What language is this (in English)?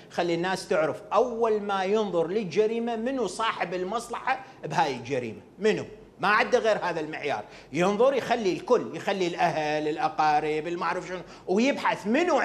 Mesopotamian Arabic